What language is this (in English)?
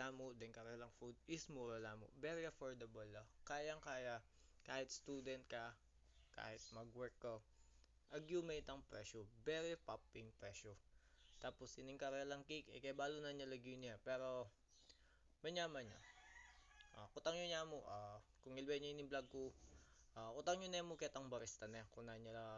Pampanga